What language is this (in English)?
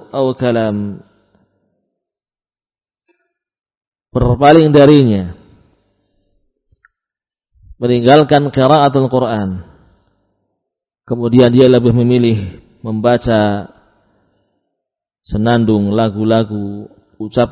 Indonesian